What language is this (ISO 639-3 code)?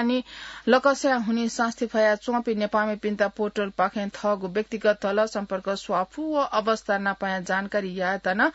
new